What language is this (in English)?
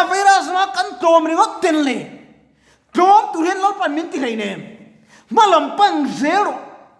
Mizo